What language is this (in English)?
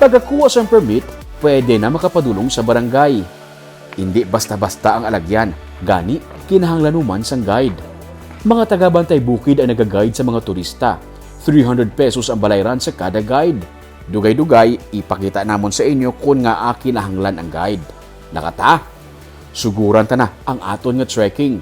Hiligaynon